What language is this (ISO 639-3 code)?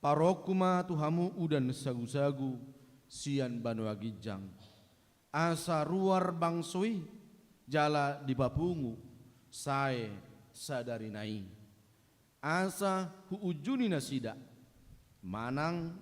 bbc